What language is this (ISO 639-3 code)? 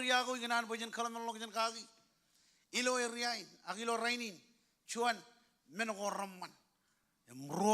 mah